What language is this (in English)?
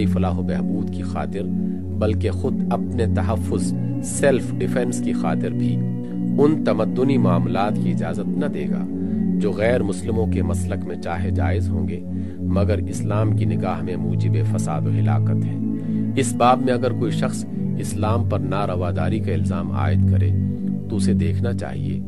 Urdu